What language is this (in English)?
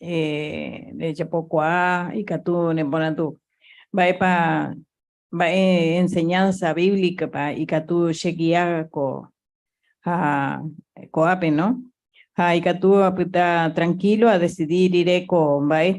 Guarani